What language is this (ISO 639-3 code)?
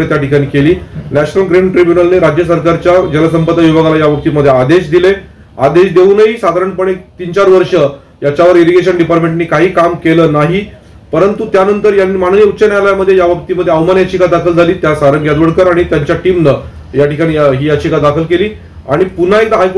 mar